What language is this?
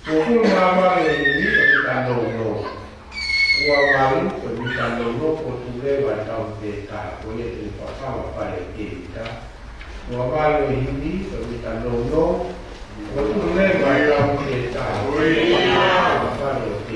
Tongan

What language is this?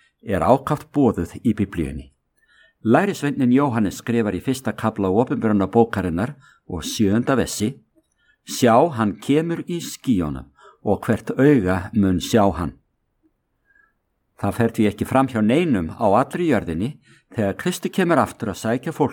Icelandic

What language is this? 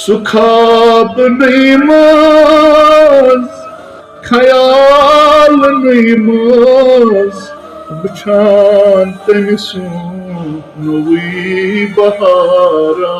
Kashmiri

